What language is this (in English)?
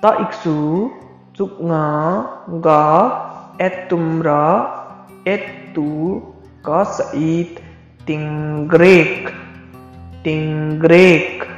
Limbu